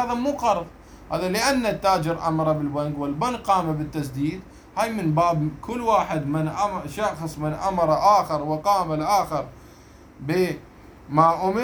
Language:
Mesopotamian Arabic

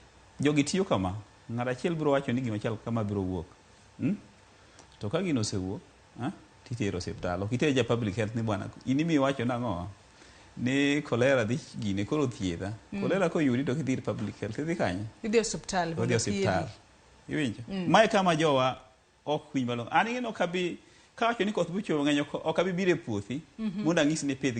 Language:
Luo (Kenya and Tanzania)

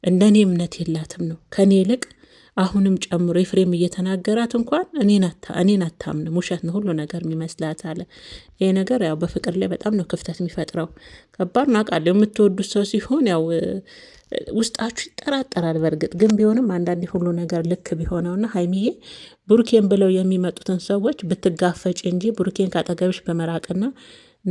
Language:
Amharic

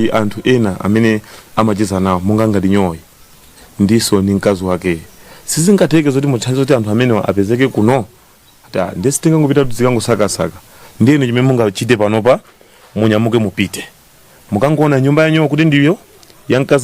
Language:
Nyanja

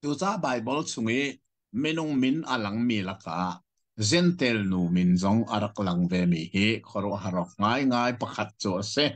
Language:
Hakha Chin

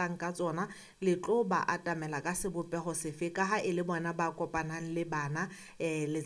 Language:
Southern Sotho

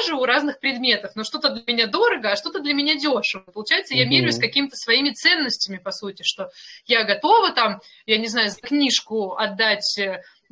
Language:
Russian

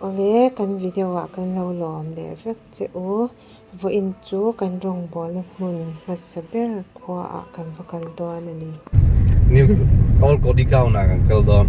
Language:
Mizo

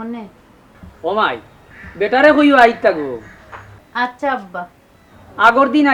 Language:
Sylheti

